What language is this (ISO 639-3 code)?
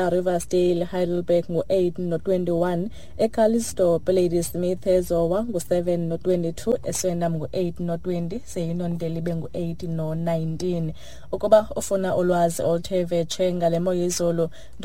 xho